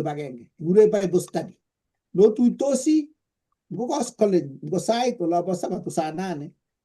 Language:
Kalenjin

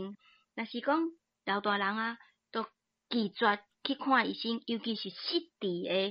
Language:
Min Nan Chinese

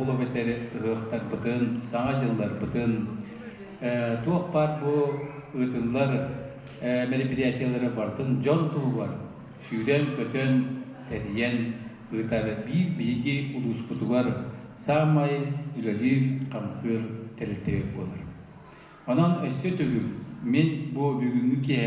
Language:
Yakut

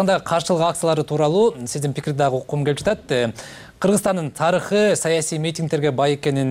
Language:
Kyrgyz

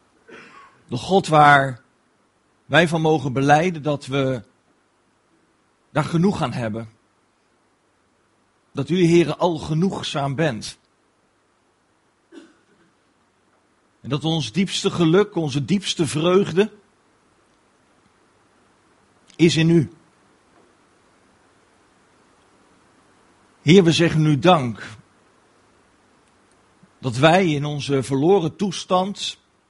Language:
Dutch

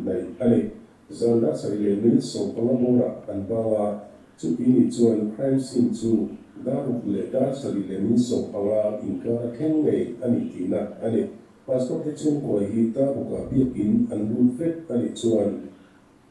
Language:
Mizo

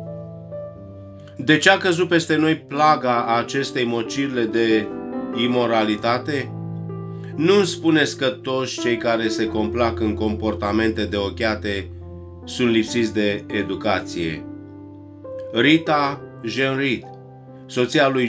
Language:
Romanian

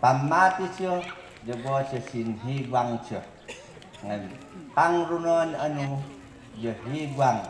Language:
Mayoyao Ifugao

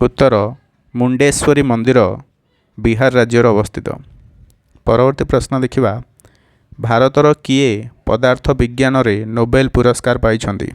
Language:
Odia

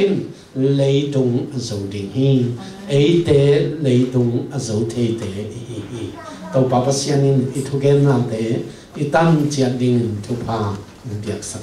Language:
Tedim Chin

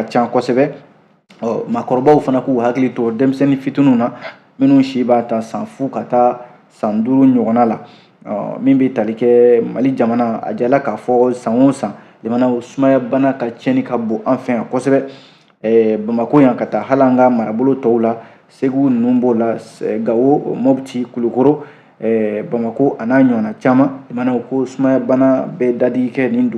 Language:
Bambara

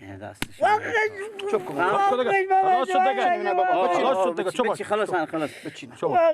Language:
Persian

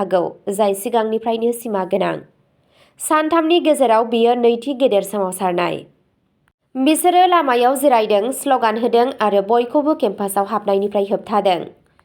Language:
Bodo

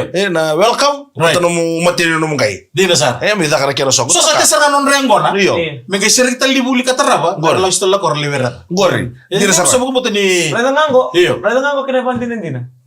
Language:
Fijian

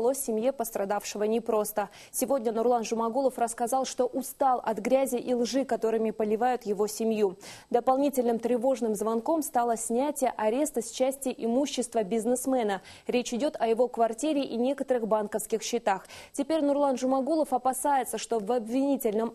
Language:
Russian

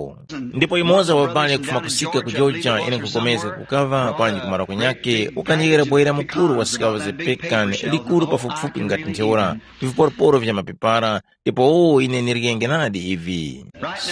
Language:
Tumbuka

